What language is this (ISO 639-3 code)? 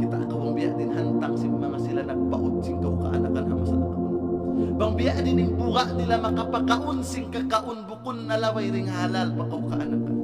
tsg